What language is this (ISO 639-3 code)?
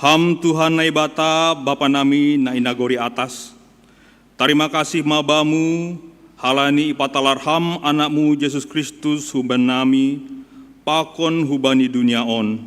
bts